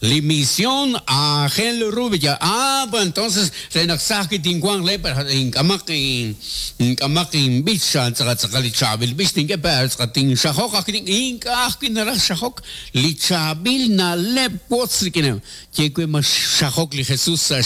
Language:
Kekchí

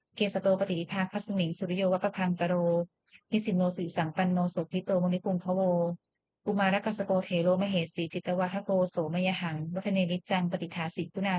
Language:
Pali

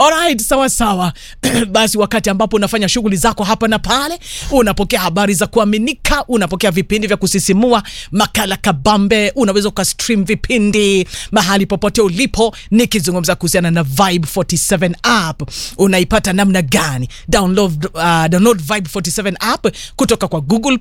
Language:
Swahili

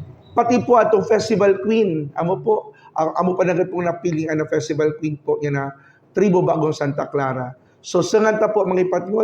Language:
Buhi'non Bikol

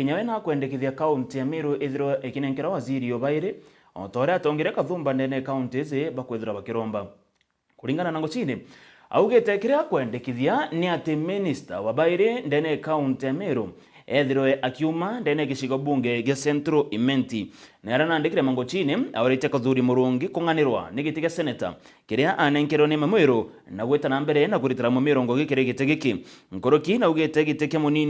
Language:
Meru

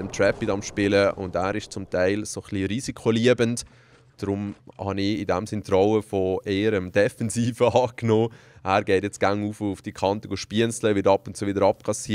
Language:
Swiss German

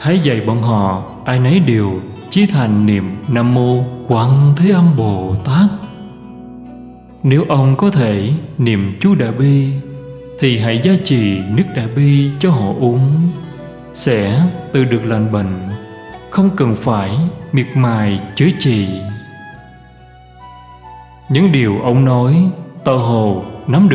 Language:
Vietnamese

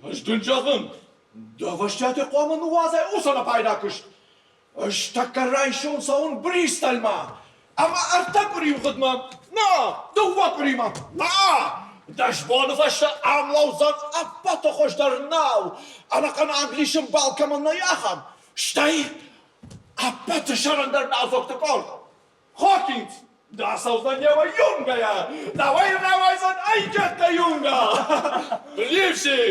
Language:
Ossetic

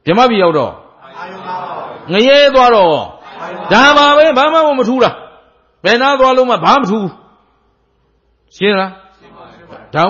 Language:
Burmese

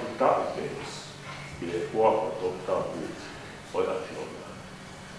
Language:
Tongan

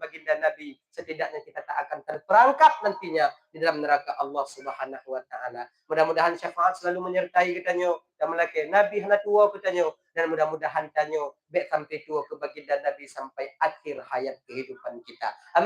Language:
Achinese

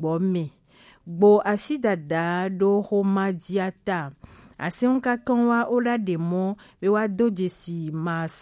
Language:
Gen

